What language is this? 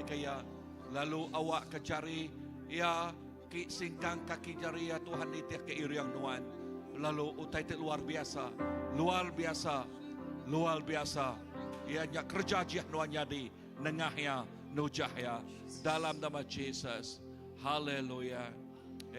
Iban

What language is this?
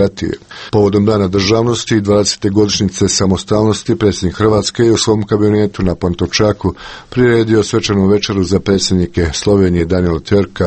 Croatian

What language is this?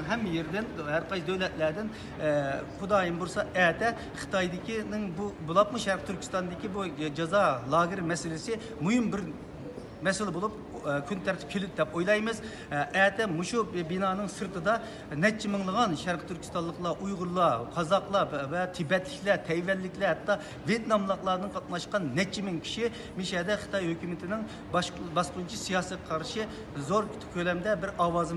Uyghur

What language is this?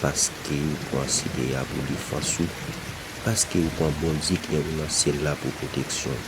Haitian Creole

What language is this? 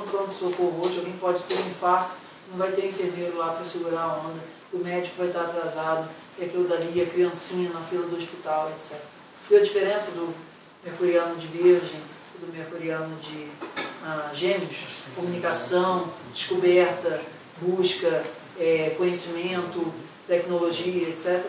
Portuguese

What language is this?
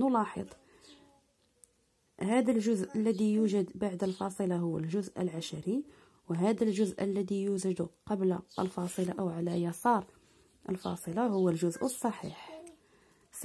Arabic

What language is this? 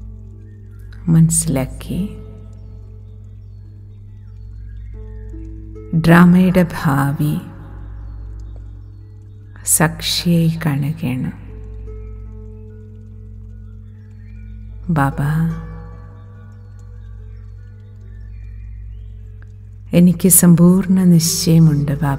Malayalam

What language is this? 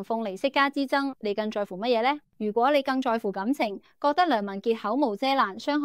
Cantonese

